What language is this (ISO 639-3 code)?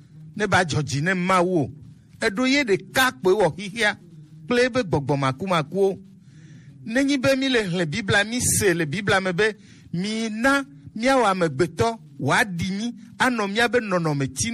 gej